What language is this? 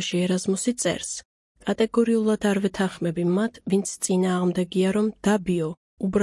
Georgian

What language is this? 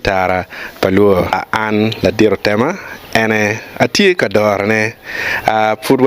Acoli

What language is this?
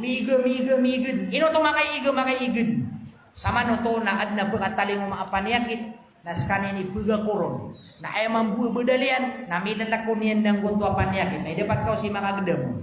Maranao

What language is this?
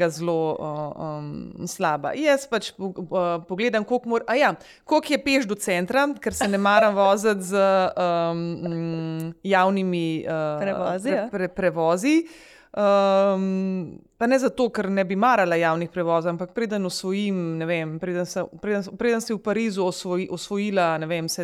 Slovenian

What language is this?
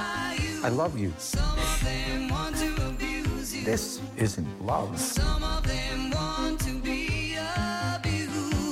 Danish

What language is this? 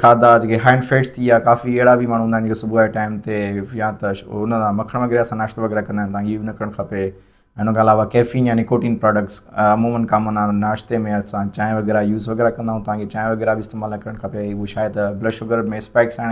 Sindhi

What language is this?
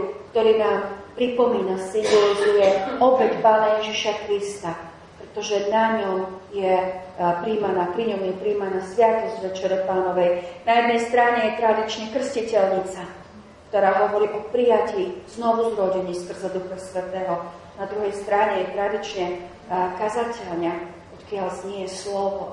Slovak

